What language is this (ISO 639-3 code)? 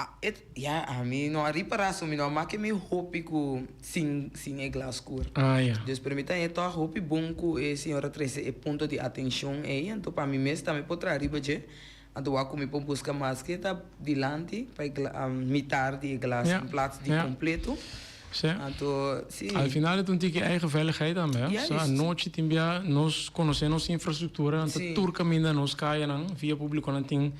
pap